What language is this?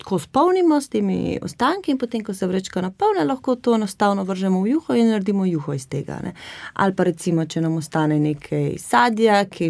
Slovenian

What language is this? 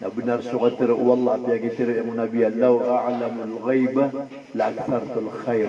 Maranao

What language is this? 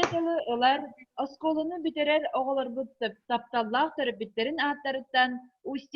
Yakut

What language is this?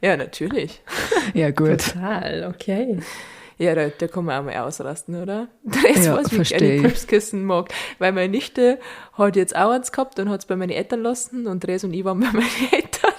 Bavarian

